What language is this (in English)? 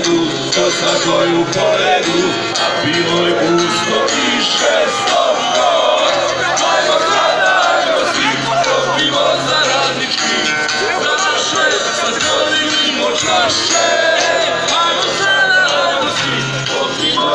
Serbian